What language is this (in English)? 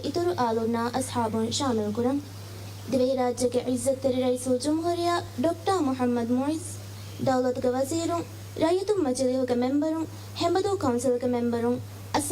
Divehi